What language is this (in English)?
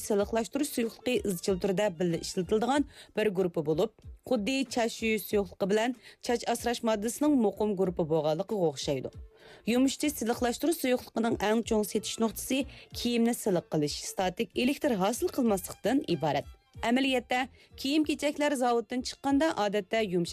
Uyghur